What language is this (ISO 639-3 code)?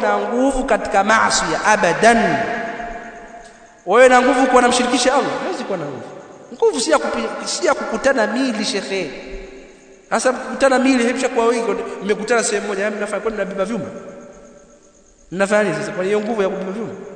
swa